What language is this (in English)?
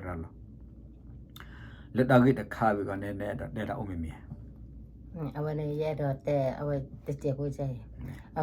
S'gaw Karen